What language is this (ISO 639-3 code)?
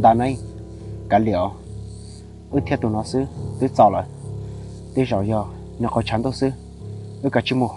hmn